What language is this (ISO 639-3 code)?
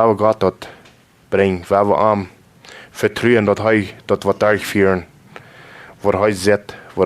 pdt